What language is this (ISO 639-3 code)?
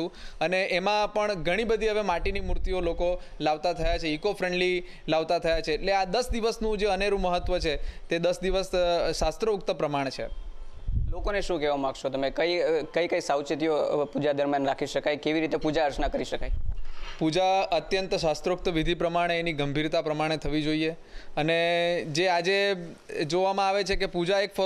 guj